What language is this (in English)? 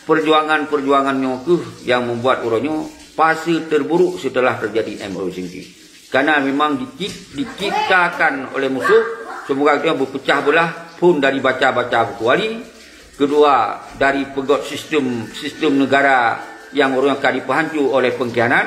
Achinese